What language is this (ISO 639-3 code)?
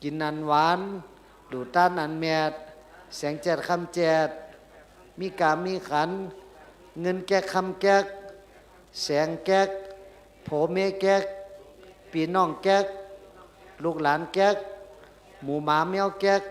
shn